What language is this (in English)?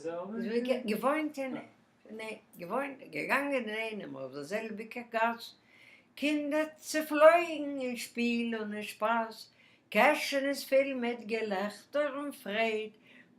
Yiddish